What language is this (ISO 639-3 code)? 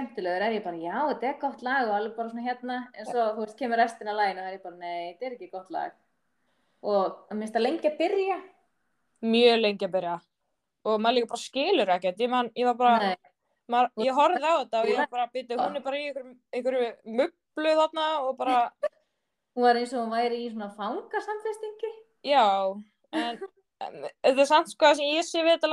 isl